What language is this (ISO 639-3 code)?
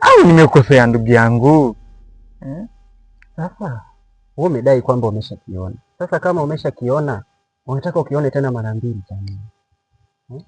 swa